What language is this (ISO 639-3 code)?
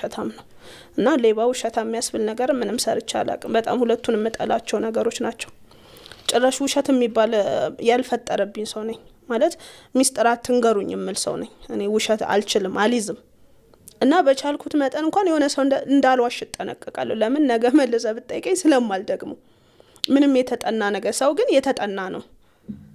amh